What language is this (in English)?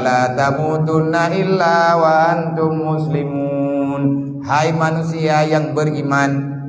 Achinese